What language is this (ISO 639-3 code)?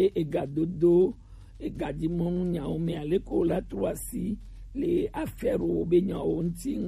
gej